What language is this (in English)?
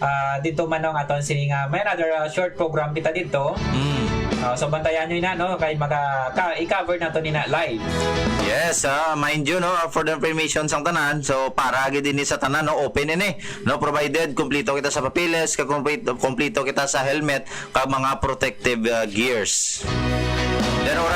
Hiligaynon